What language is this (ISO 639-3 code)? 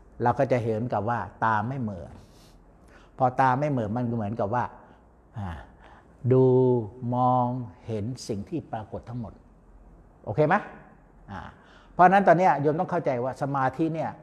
tha